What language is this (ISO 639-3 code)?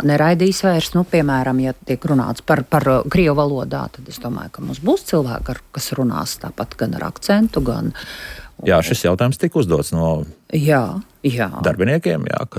lav